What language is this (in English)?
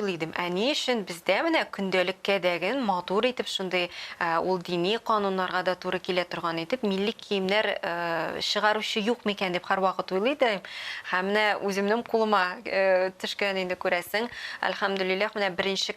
Tatar